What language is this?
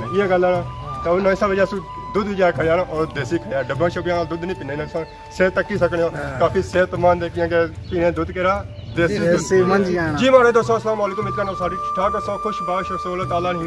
Pahari-Potwari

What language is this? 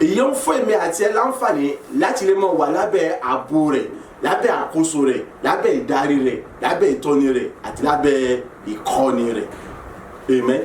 Yoruba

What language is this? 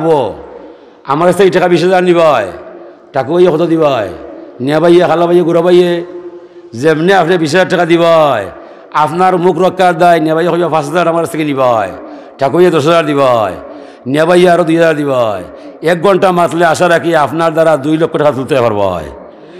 Sylheti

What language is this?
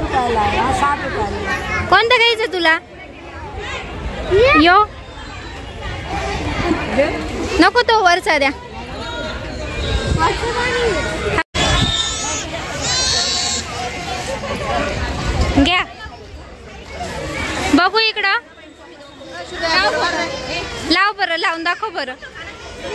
Marathi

